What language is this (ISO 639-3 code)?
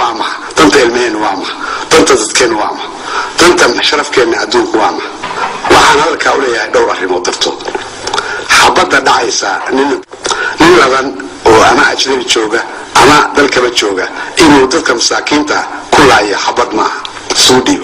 som